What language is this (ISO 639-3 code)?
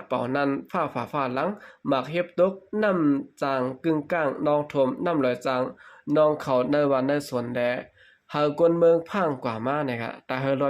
shn